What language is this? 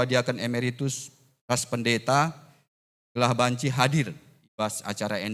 Batak Karo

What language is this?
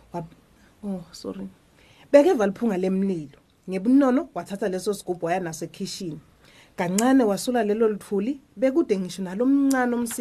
Swati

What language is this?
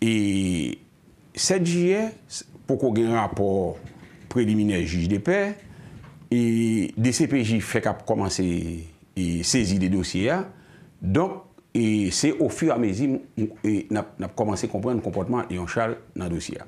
Haitian Creole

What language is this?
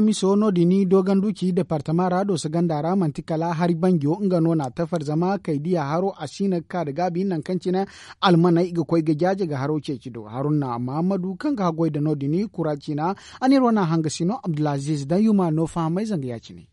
Zarma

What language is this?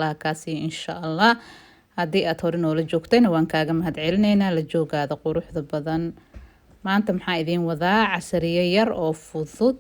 Somali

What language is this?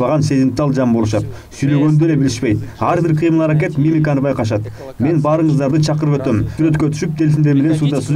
Kyrgyz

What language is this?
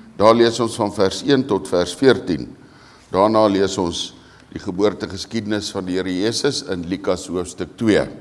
Afrikaans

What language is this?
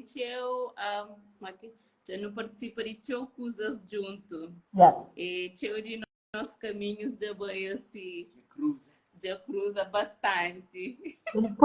Kabuverdianu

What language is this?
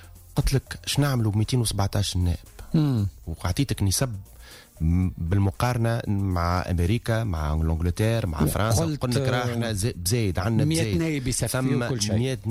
Tunisian Arabic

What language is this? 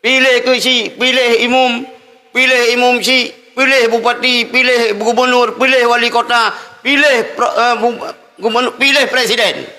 Achinese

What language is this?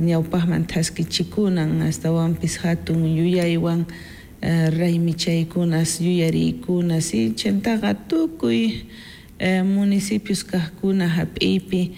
South Bolivian Quechua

